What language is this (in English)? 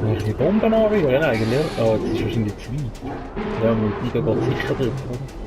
Swiss German